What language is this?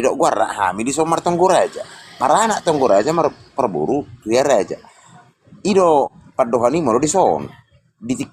Batak Toba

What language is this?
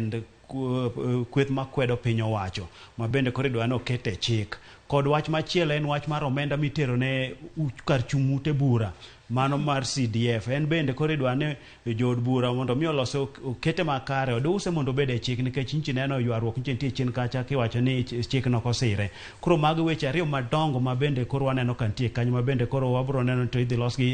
Luo (Kenya and Tanzania)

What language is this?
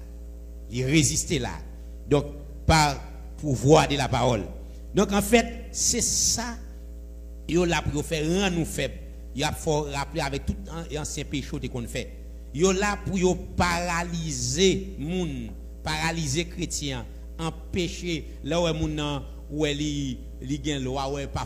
Haitian Creole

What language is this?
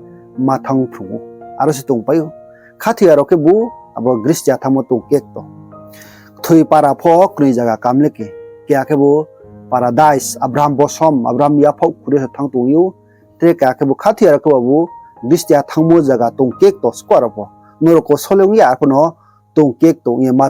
Riang (India)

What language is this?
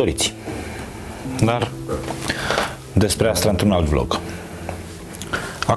Romanian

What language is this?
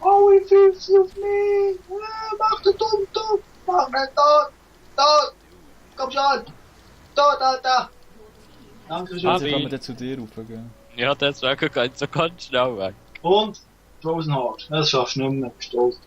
Swiss German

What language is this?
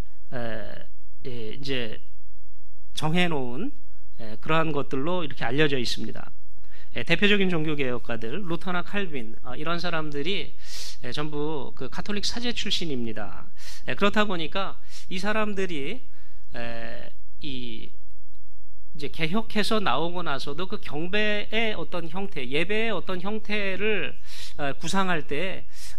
Korean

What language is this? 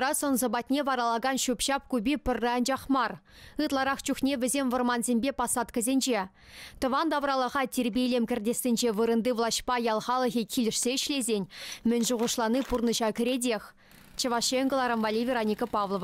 Chuvash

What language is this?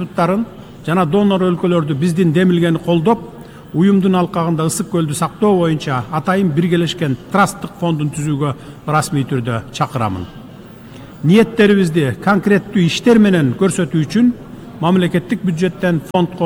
Kyrgyz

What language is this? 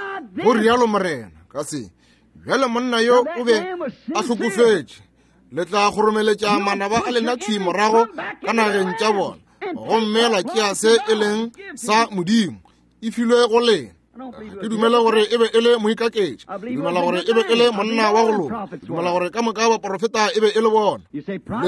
Northern Sotho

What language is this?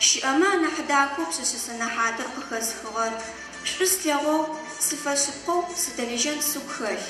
Adyghe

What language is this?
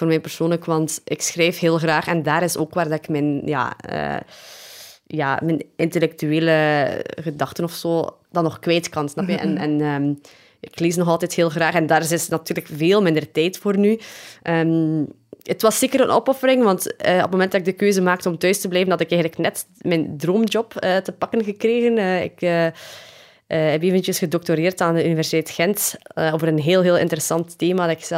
Dutch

